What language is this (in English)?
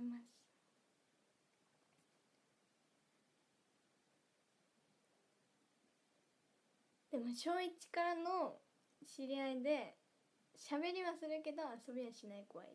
Japanese